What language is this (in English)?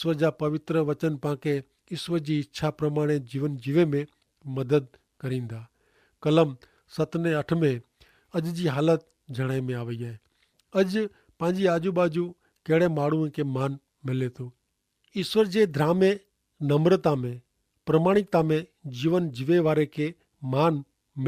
Kachhi